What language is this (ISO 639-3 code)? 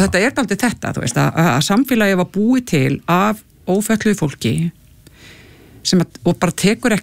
isl